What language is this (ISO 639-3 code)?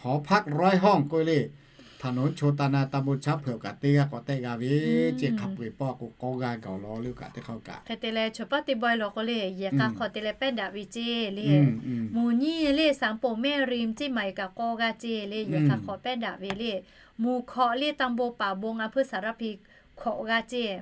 lhu